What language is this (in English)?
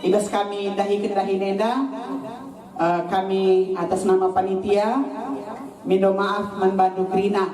Batak Karo